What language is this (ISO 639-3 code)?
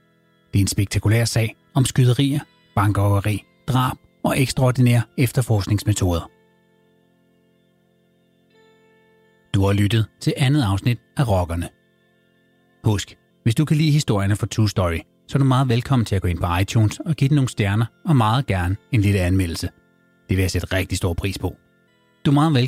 dan